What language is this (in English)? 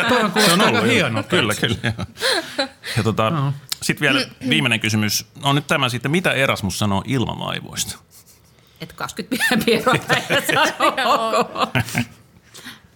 Finnish